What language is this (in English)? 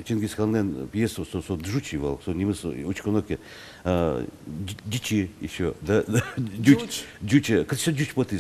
Udmurt